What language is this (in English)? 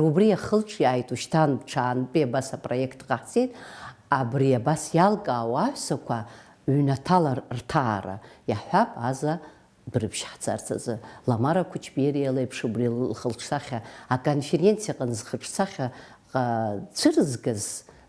Abkhazian